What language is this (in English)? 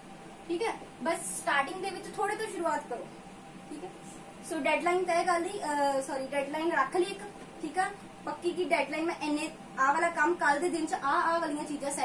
Punjabi